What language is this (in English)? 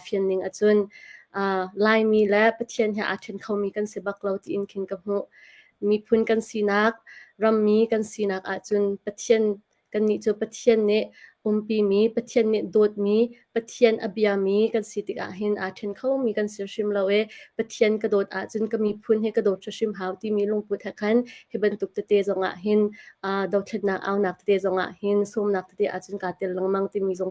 Hakha Chin